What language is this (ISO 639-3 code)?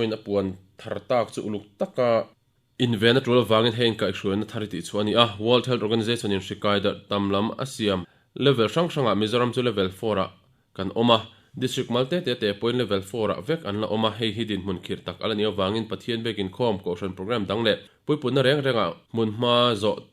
lus